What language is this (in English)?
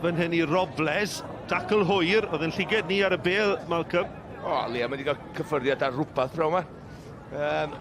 Welsh